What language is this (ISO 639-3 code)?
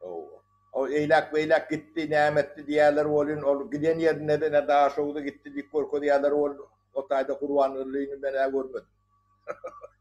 tuk